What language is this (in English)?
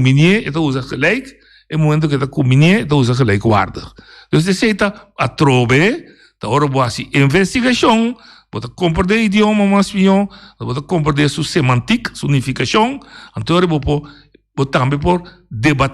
Papiamento